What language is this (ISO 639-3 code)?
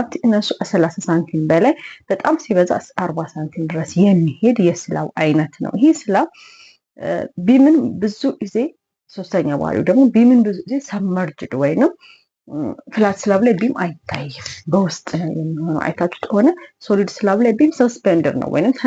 amh